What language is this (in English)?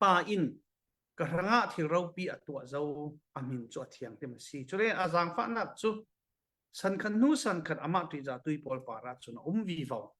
Falam Chin